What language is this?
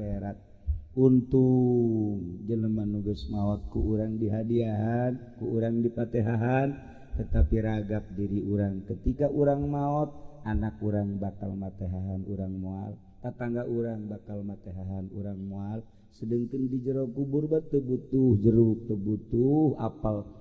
Sundanese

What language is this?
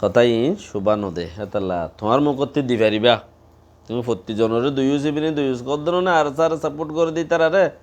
Rohingya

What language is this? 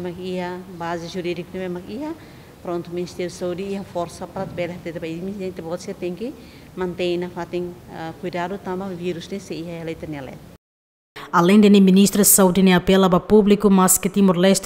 Tetum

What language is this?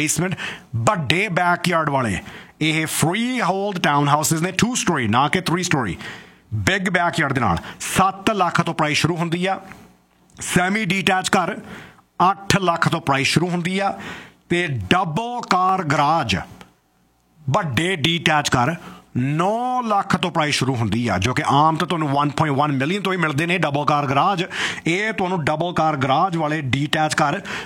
Punjabi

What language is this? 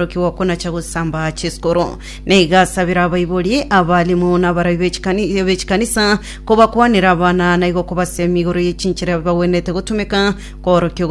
Gusii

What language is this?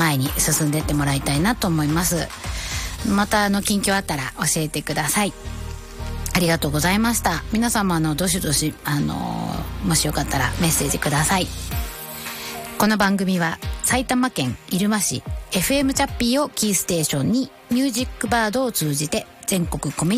Japanese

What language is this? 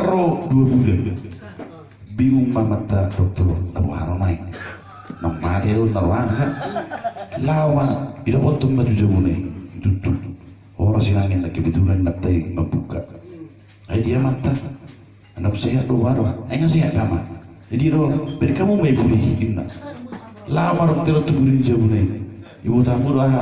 Batak Toba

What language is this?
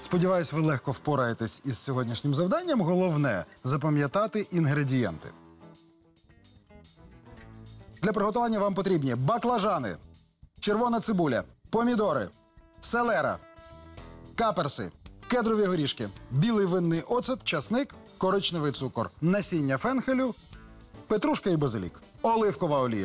Ukrainian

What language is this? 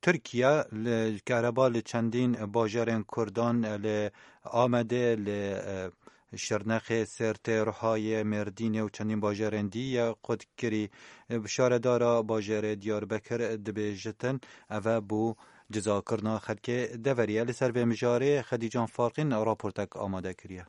Kurdish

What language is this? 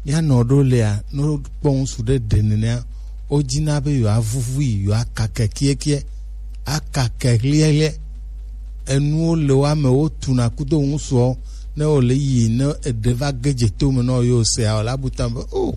Gen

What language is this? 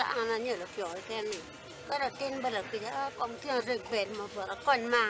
Acoli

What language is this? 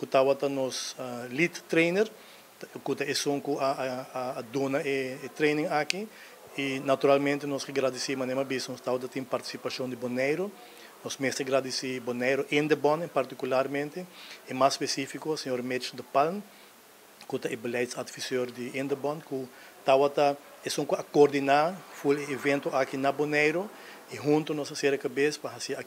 Papiamento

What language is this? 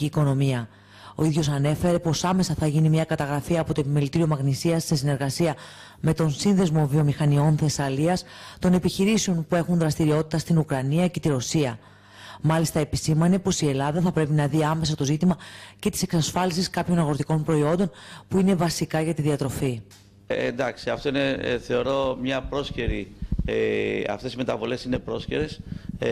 Greek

